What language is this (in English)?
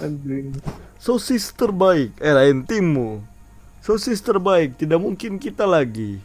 Banjar